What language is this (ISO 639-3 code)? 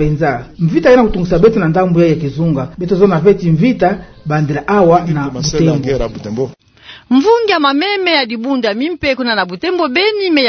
ktu